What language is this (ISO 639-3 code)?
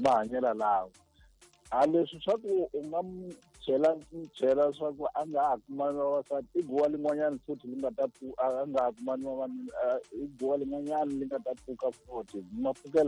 tso